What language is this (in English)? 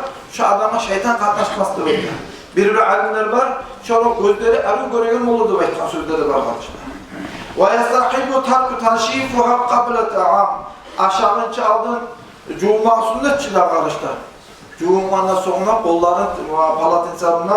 Kumyk